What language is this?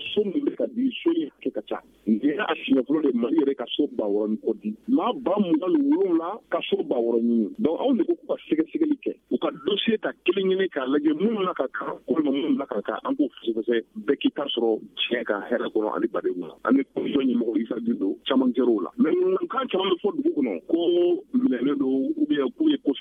Bambara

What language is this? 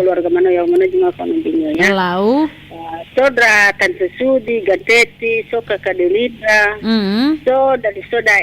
Nias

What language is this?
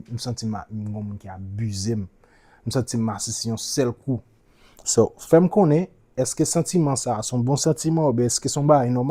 Haitian Creole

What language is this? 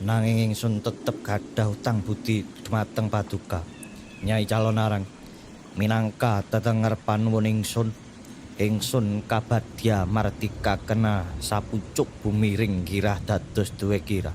Javanese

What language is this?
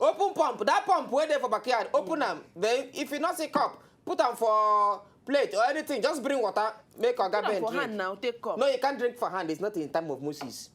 Nigerian Pidgin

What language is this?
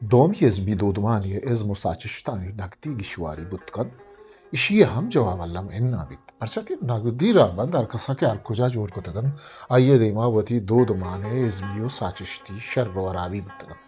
Eastern Balochi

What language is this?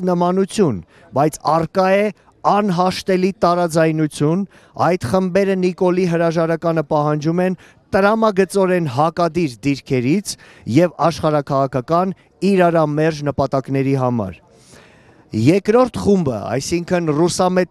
Armenian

